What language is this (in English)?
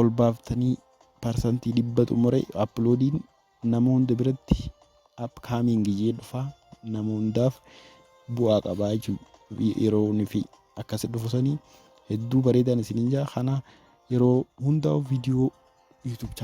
Oromo